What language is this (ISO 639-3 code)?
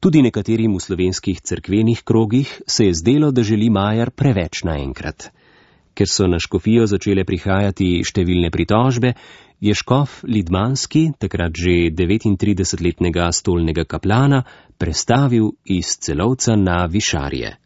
slv